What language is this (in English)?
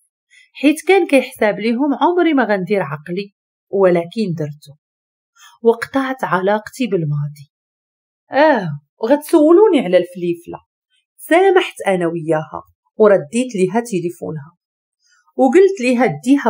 Moroccan Arabic